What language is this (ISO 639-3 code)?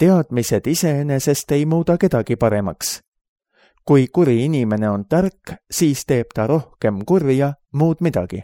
est